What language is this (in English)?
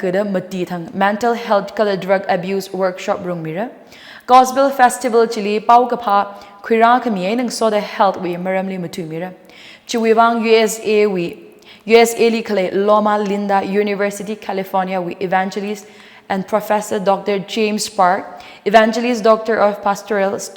Tangkhul Naga (India)